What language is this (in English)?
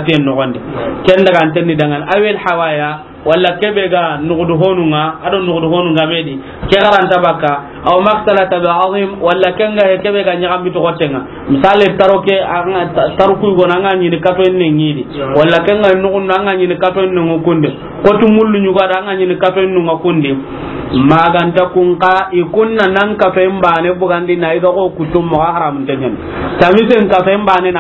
Soninke